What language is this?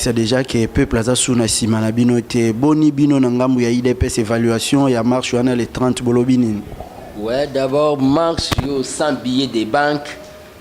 Lingala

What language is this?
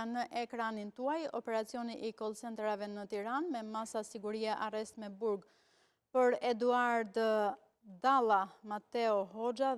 Albanian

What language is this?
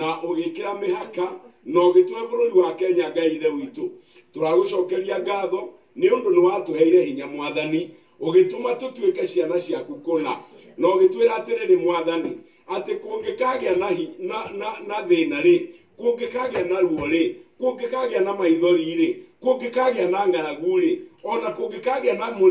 Kikuyu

